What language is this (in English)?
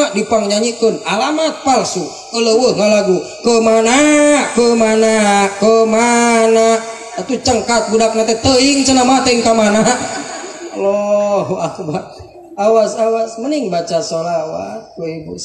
Sundanese